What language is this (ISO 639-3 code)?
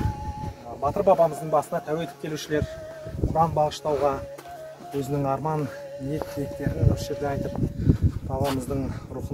kaz